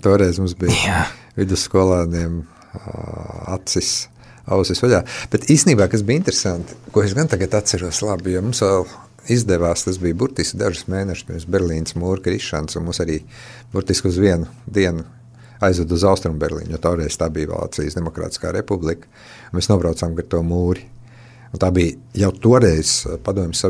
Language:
Latvian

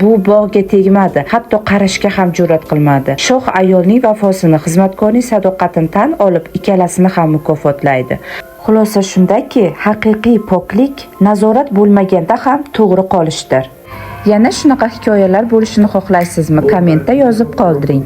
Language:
Uzbek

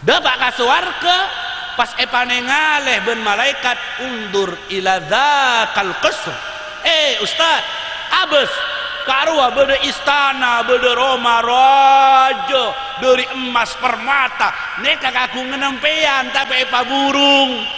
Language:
Madurese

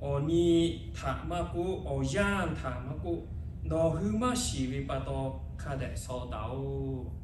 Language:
Lahu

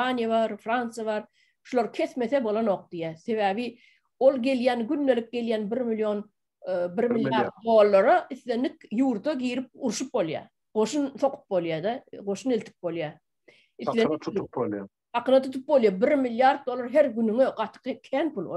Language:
Turkmen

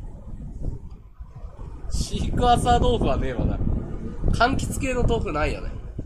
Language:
Japanese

